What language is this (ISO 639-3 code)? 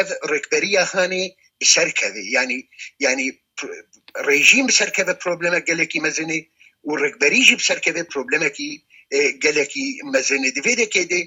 kur